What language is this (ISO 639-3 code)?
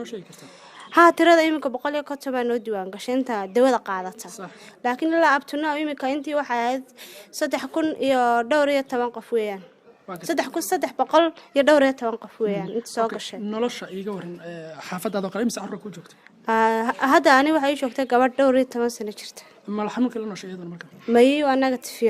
som